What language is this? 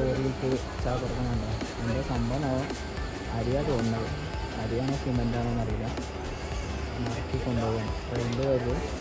Malayalam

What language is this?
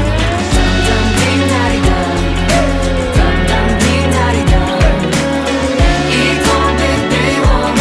Polish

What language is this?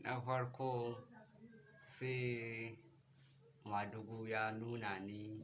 Hausa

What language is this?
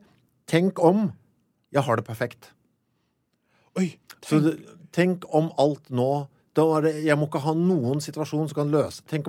Norwegian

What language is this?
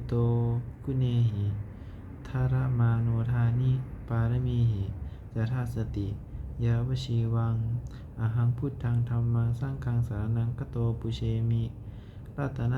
Pali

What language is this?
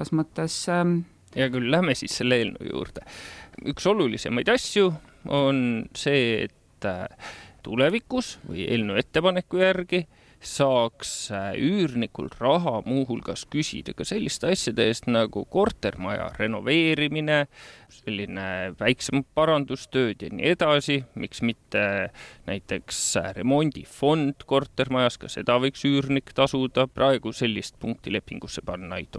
Estonian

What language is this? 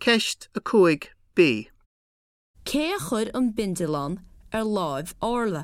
Irish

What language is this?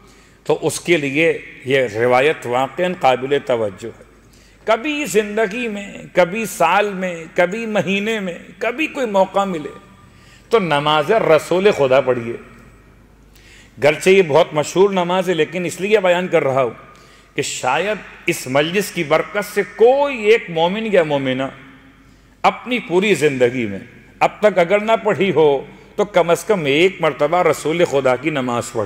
Urdu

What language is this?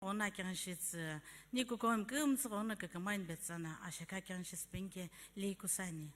Sumi Naga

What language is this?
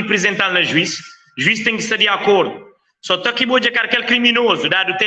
Kabuverdianu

